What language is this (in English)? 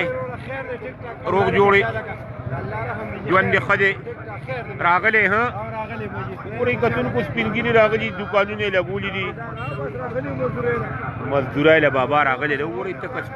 Pashto